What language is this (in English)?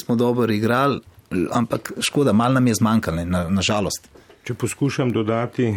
Slovenian